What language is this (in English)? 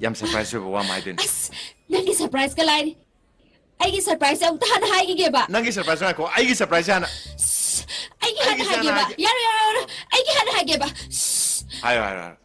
Manipuri